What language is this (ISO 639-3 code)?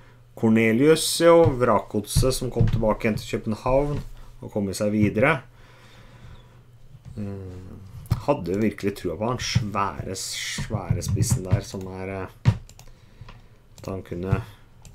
nor